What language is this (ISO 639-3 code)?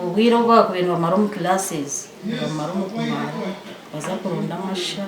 nyn